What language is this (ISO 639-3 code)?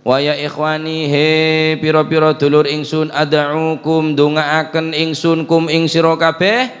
mad